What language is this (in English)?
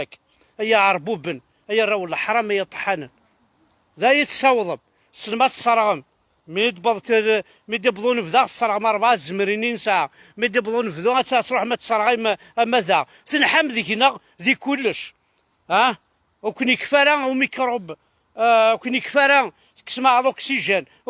Kabyle